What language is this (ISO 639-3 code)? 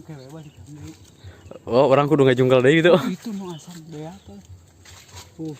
sun